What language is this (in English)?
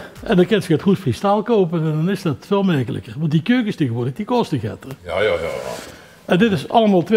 Limburgish